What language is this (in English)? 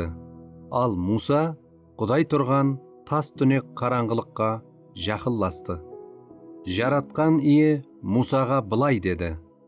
Kara-Kalpak